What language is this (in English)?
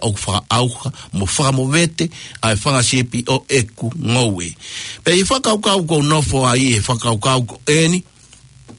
Tongan